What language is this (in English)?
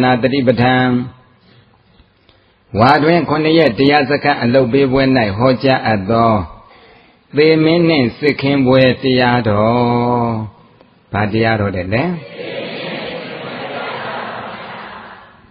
Burmese